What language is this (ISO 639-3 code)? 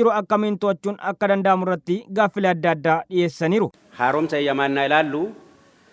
orm